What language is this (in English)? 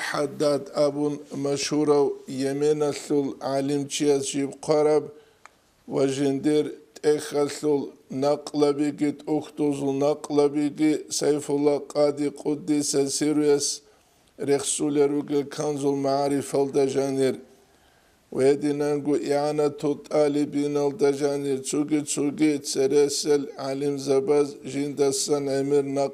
Avaric